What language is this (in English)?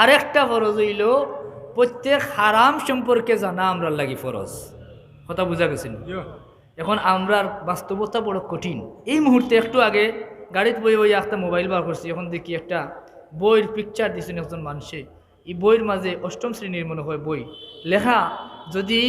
Sylheti